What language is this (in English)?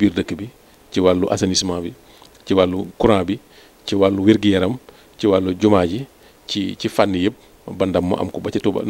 Wolof